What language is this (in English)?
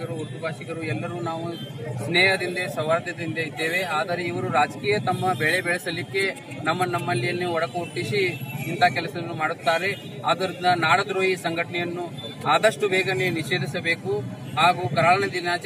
Kannada